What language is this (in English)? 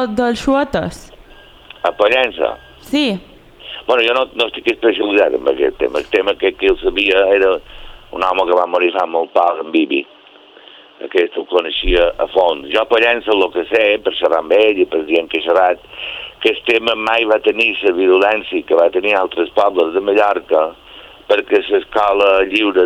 Catalan